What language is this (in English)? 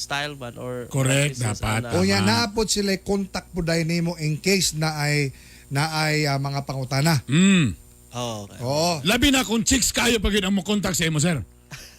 Cebuano